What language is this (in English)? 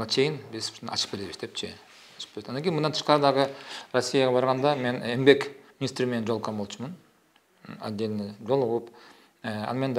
Kyrgyz